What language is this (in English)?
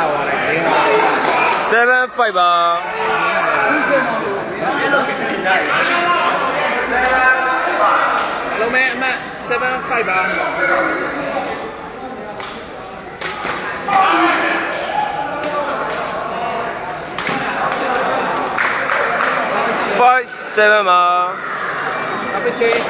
Burmese